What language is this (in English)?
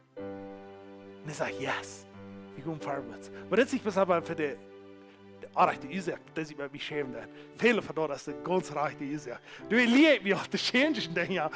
Plautdietsch